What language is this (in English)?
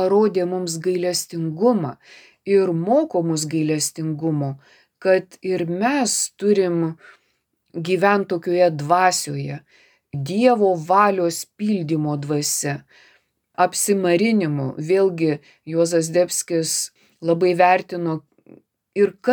Lithuanian